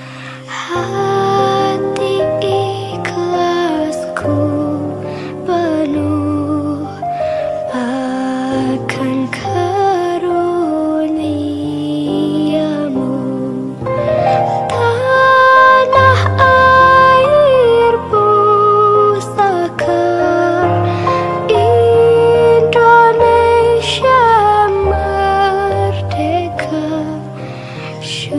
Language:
Indonesian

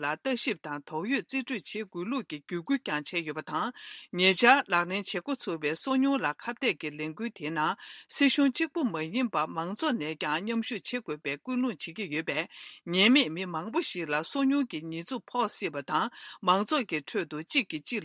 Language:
Tibetan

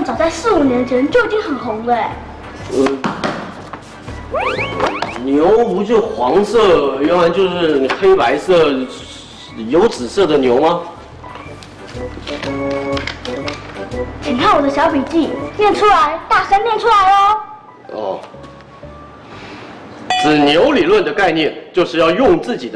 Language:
Chinese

